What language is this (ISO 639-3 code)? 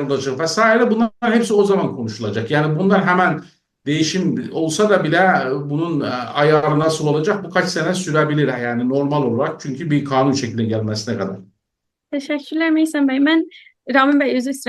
azb